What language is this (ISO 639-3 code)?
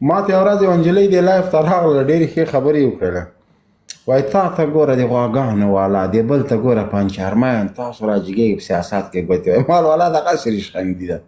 pus